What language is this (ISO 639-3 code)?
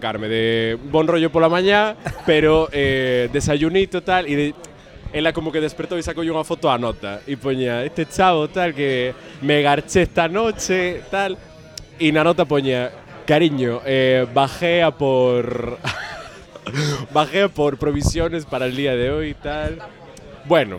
glg